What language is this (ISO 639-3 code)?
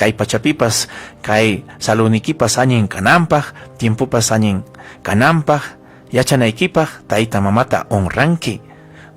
quy